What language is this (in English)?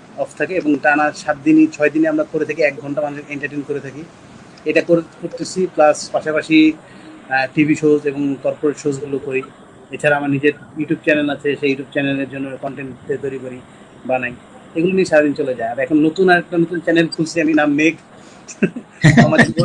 Bangla